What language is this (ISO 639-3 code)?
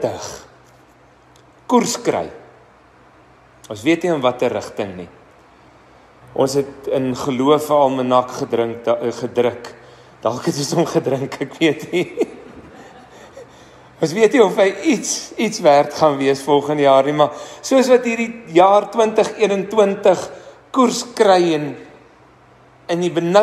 afr